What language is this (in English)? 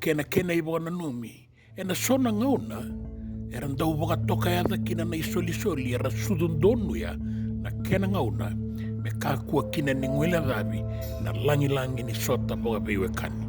Fijian